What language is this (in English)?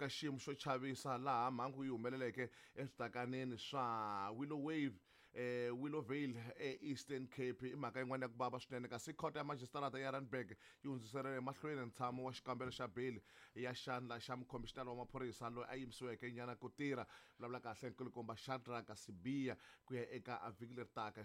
Tsonga